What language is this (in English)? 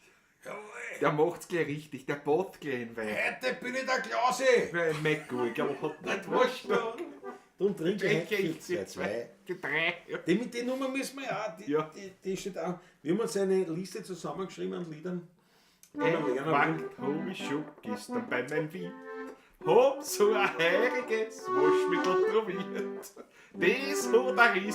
Bavarian